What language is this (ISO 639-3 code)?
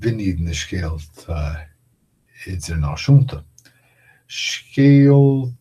gle